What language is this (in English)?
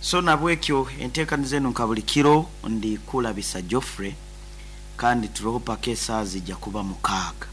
Nyoro